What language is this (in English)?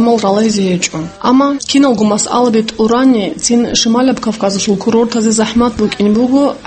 Avaric